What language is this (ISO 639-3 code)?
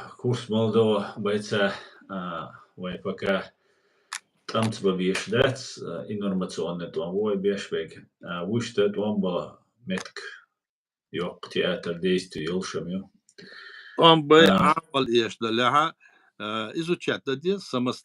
che